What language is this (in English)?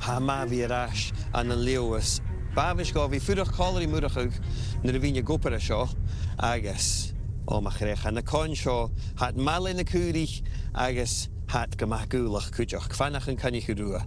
Scottish Gaelic